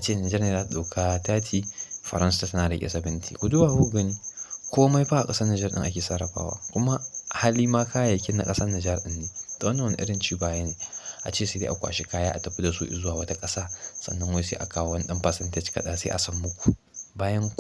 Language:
Hausa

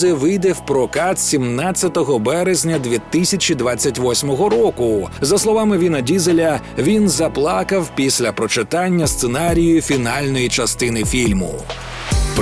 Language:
Ukrainian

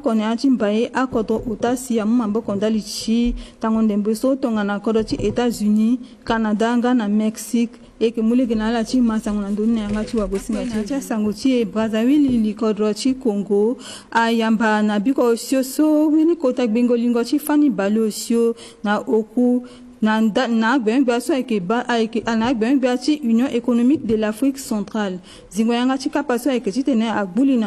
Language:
Sango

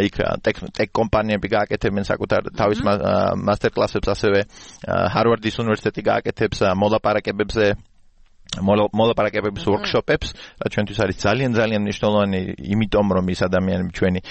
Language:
Georgian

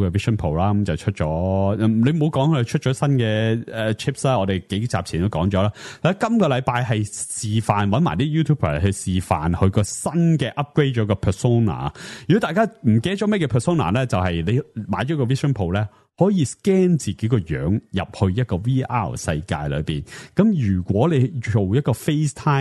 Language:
Cantonese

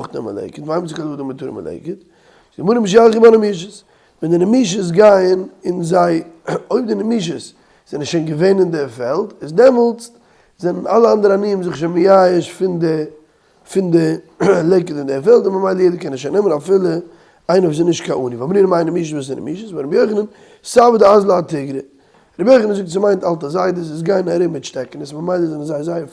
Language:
Yiddish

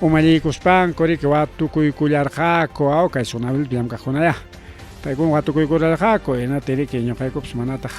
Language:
Ayacucho Quechua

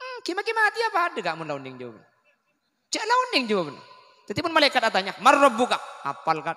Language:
Madurese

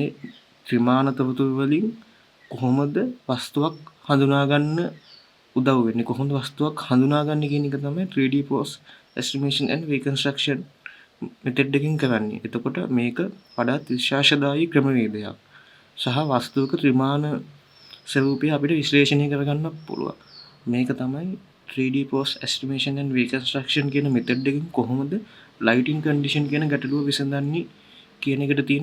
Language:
Sinhala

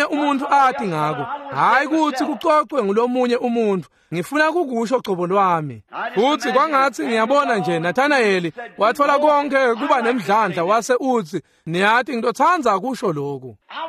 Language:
Swati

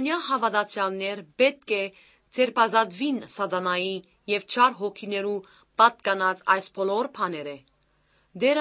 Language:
Armenian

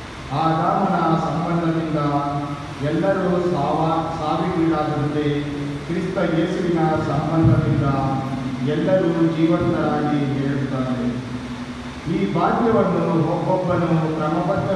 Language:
Kannada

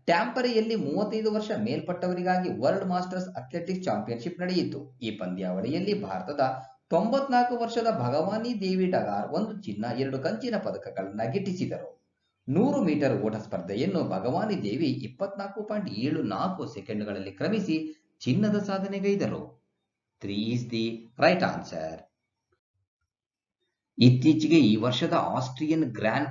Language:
Kannada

